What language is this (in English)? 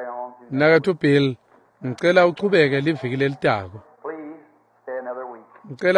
Swati